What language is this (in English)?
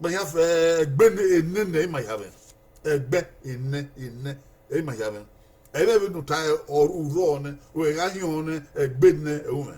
Bini